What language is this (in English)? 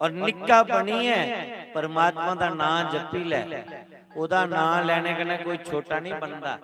Dogri